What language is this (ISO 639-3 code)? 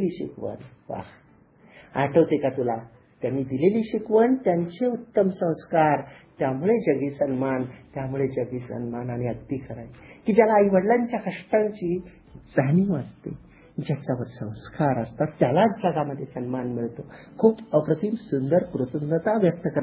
mar